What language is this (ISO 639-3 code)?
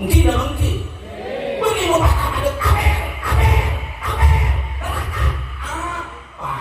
mad